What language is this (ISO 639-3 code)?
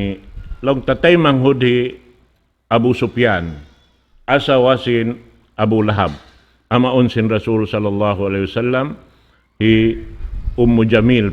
tsg